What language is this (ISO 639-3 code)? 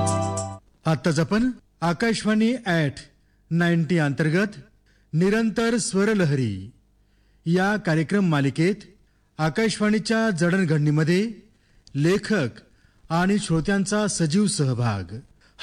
mar